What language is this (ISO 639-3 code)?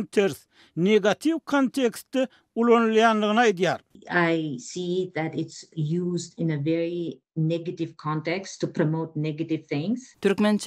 tuk